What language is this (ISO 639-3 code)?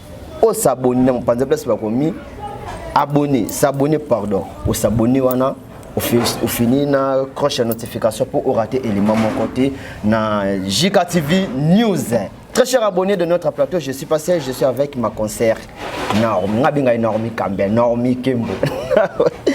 lin